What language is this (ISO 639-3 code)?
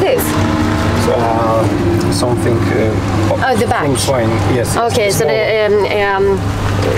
swe